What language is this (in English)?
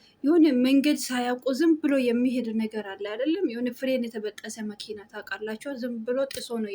Amharic